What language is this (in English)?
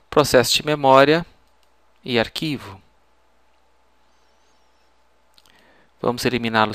Portuguese